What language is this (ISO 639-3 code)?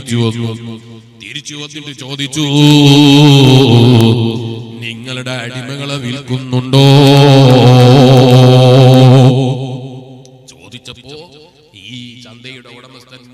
mal